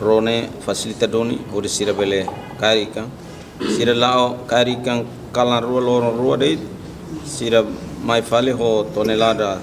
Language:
Tetum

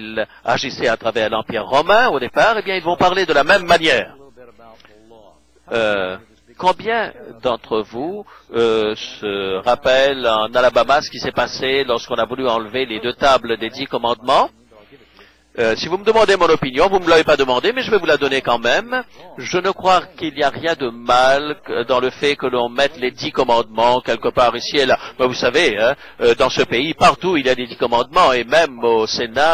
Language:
French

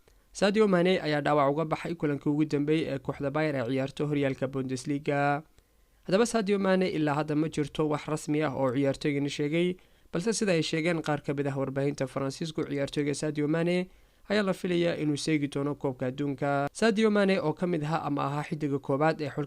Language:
Somali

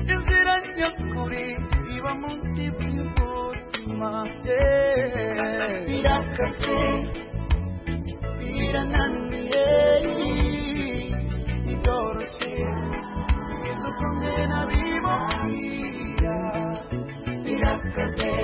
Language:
Kinyarwanda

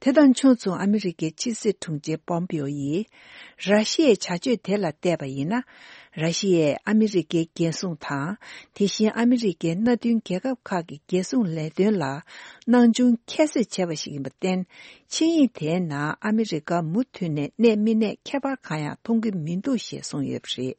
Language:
Tibetan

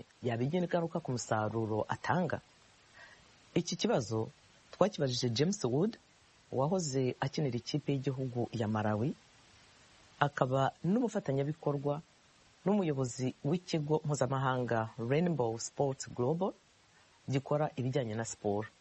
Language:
Kinyarwanda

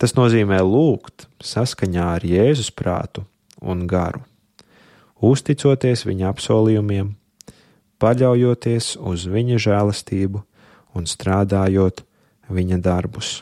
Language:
Latvian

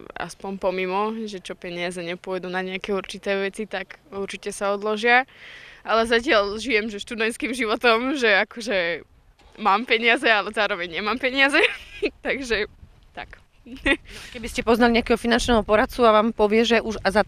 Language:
Slovak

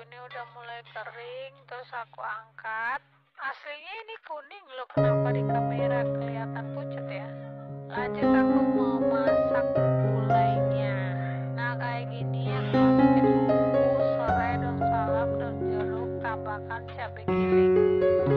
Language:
Indonesian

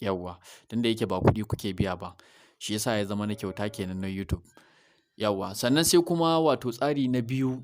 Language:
Hausa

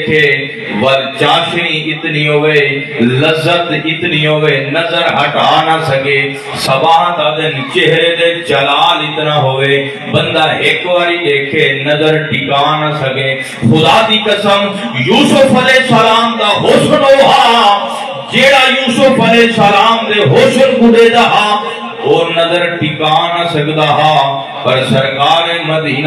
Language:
Saraiki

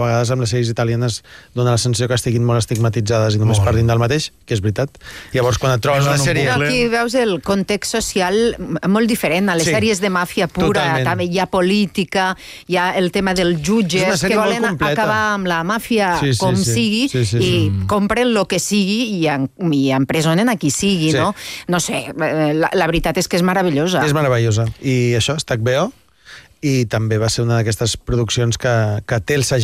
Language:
Catalan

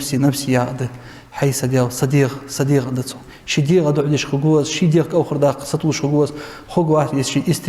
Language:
Ingush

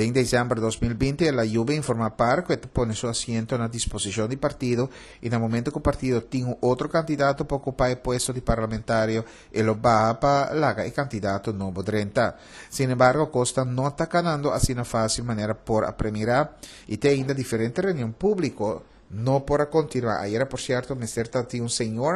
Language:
Papiamento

